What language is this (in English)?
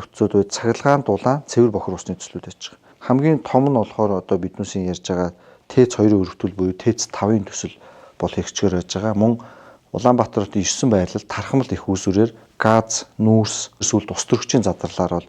Mongolian